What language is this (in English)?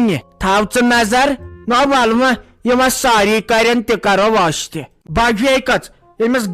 Kashmiri